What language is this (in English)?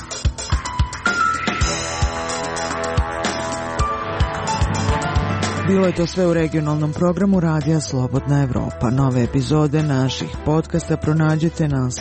Serbian